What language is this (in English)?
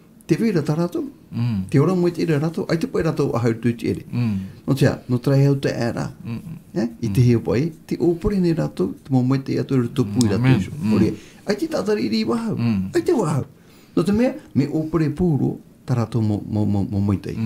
Tahitian